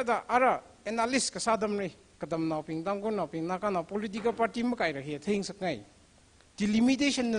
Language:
Tangkhul Naga (India)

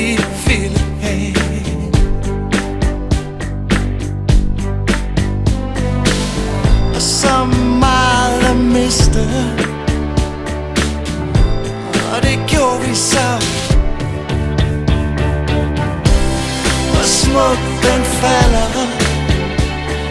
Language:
Danish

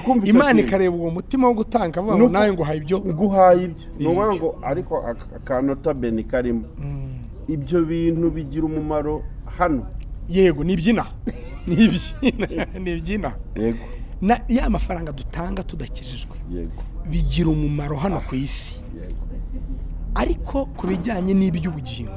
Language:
Kinyarwanda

